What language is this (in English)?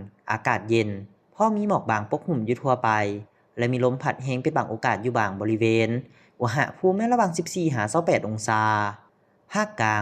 Lao